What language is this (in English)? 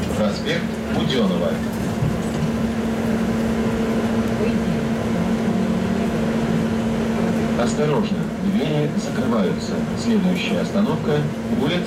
Russian